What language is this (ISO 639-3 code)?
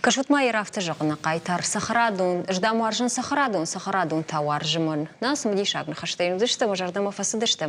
oss